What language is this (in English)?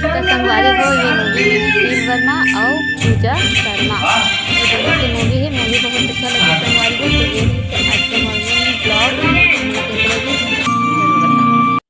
Chhattisgarhi